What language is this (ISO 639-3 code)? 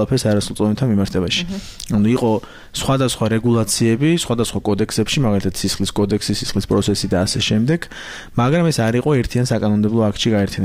kat